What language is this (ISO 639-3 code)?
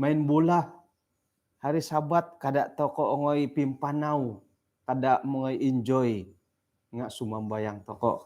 dtp